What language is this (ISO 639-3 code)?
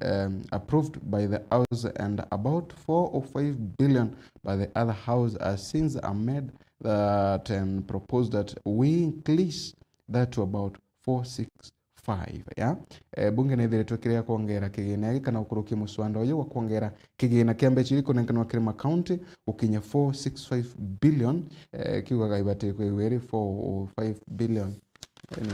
mer